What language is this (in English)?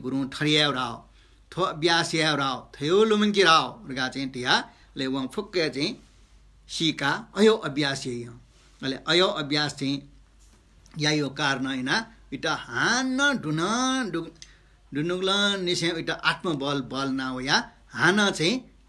Newari